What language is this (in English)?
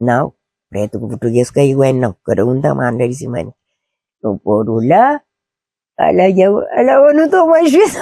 Kabuverdianu